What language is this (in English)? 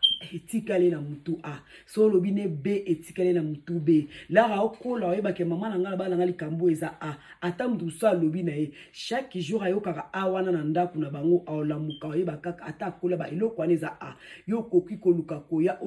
Lingala